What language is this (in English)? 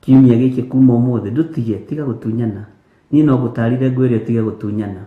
Kikuyu